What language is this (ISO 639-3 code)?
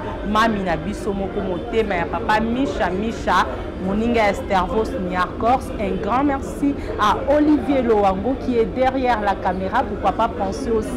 lin